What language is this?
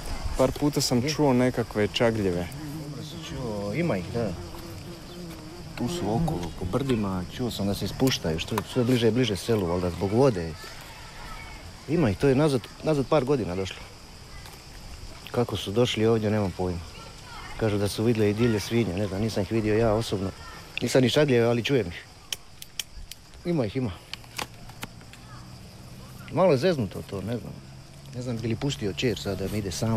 Croatian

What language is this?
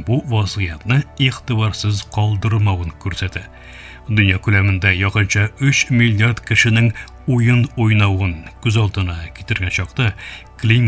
Tatar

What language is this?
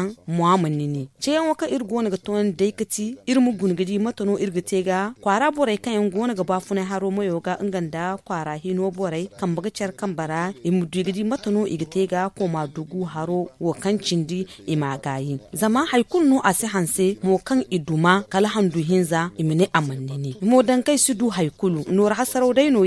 Zarma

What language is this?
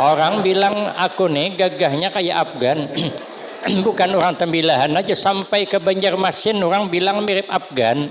Banjar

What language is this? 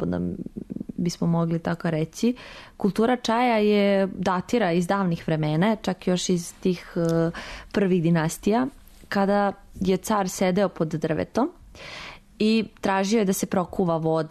Serbian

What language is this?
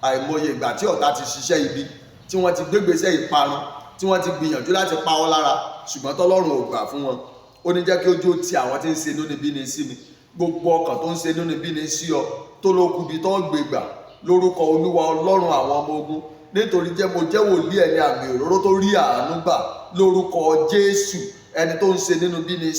Yoruba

